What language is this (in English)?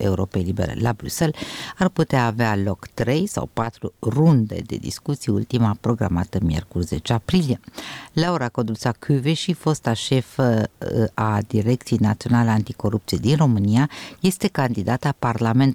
Romanian